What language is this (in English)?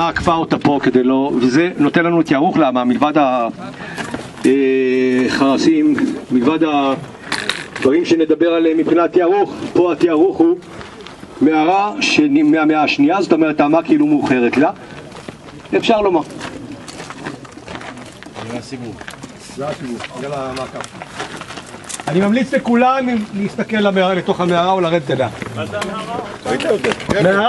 Hebrew